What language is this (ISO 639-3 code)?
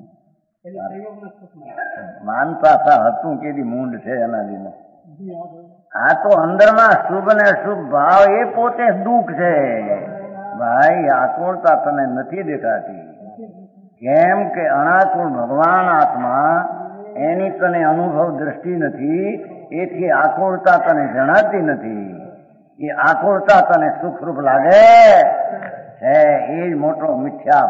guj